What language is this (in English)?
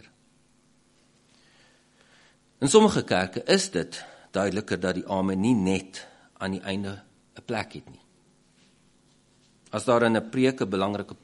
Afrikaans